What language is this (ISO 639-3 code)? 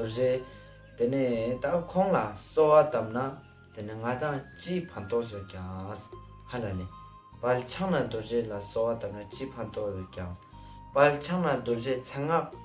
lbj